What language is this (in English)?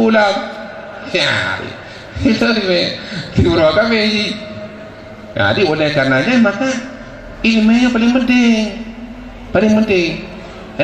Achinese